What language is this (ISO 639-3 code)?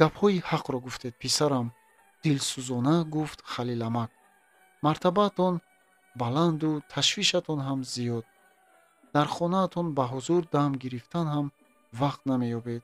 tgk